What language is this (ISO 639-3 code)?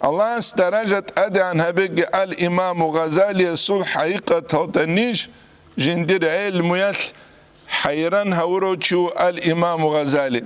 ava